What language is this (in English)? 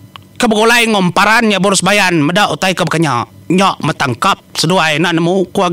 Iban